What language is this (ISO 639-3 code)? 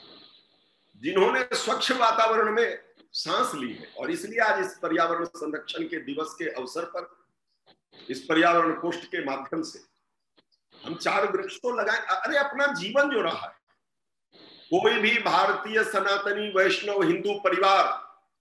hin